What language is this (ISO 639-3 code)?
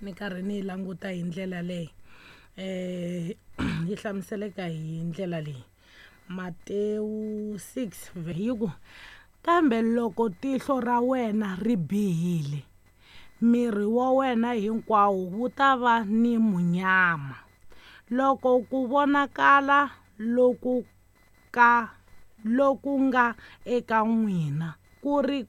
tso